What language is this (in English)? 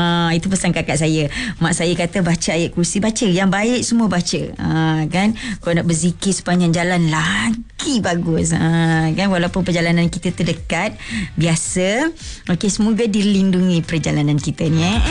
Malay